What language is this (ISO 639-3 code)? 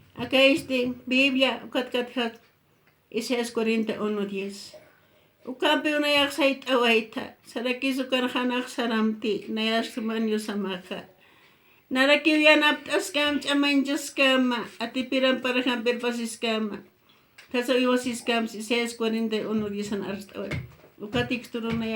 aym